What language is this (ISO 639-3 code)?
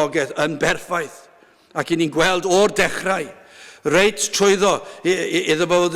cym